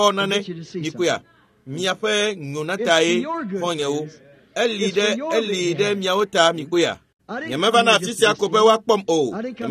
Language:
Ewe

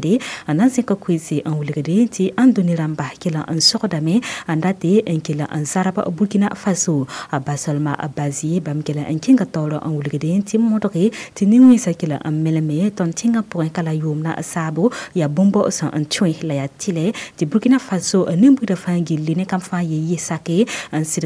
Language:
Mossi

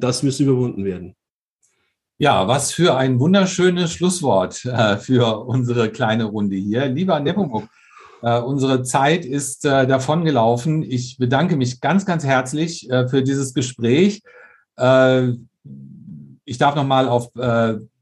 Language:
German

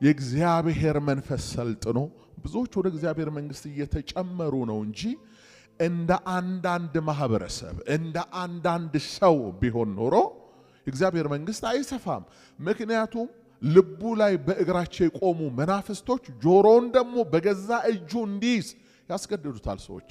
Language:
Amharic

